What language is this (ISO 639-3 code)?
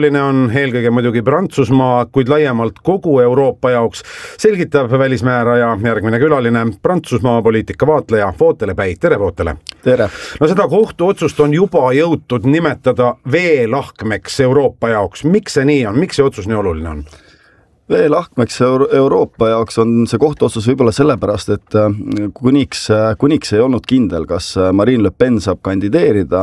est